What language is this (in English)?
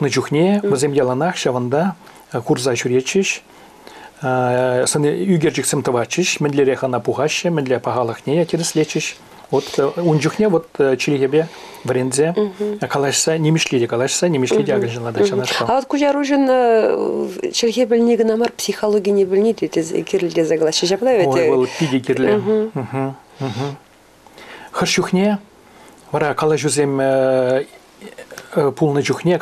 Chuvash